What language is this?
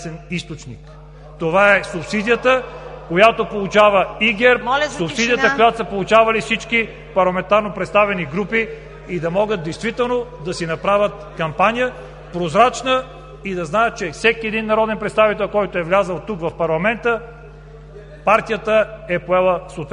Bulgarian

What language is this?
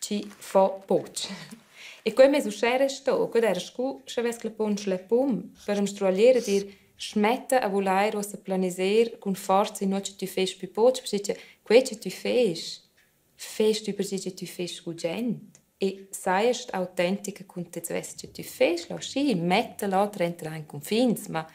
Romansh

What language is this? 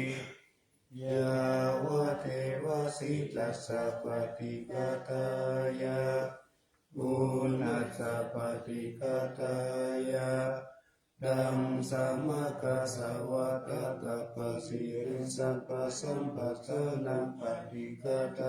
Pali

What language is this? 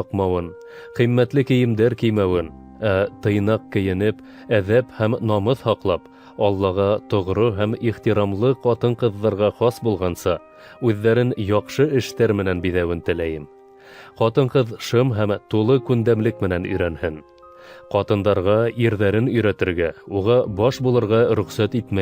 Bashkir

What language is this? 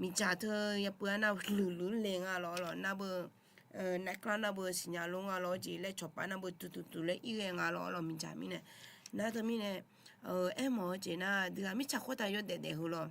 Akha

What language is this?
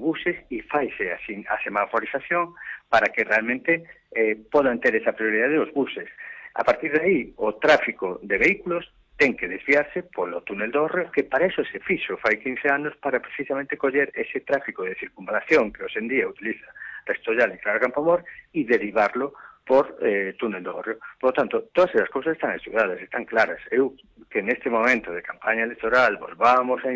Galician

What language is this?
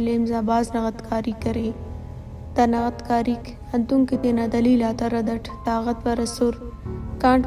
Brahui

